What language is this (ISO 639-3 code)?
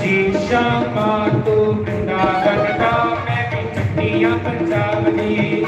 doi